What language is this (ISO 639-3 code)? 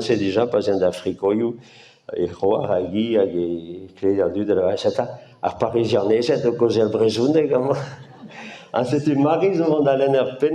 bre